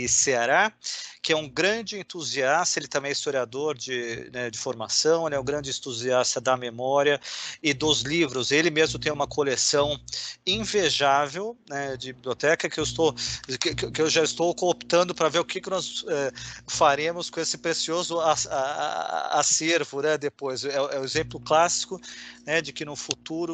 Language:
Portuguese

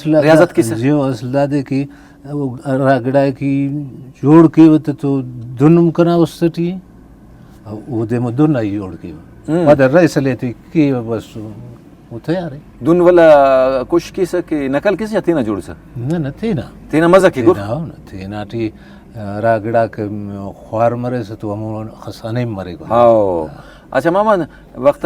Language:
Brahui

